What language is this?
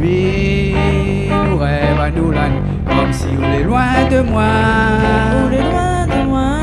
Réunion Creole French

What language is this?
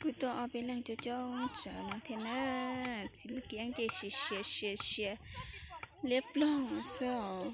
Hmong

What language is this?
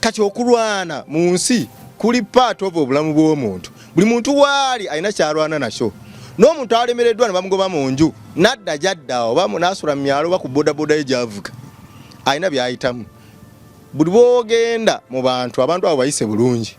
Ganda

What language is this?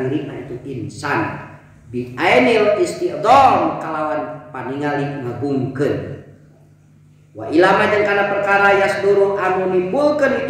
Sundanese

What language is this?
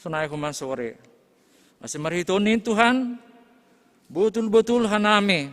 Batak Simalungun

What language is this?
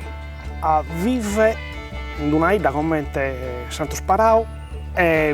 Sardinian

